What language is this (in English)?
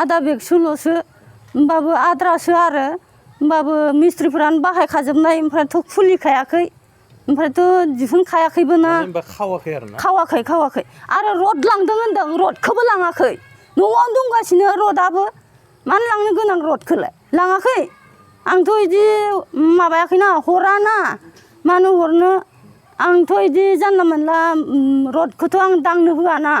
Bodo